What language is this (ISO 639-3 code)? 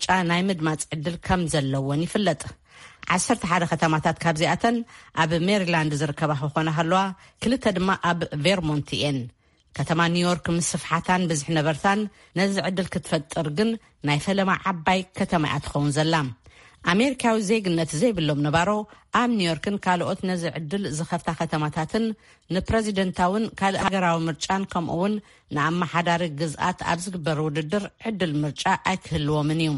tir